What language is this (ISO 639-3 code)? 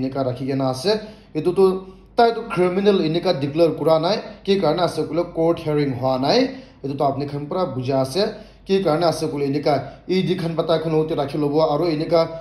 nag